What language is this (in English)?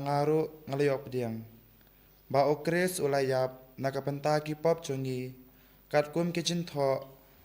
Khasi